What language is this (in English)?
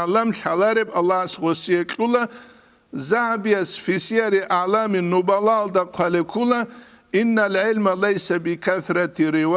Avaric